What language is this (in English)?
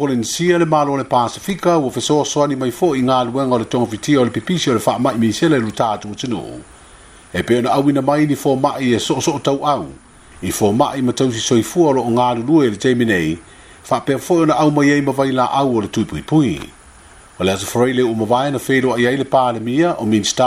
Samoan